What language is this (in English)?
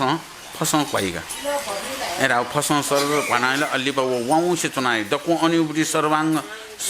Newari